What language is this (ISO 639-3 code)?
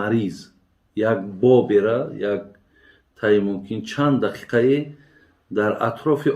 tgk